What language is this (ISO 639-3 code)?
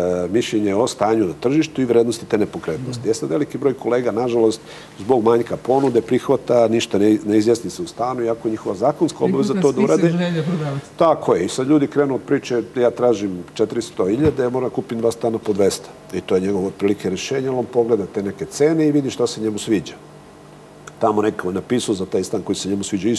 srp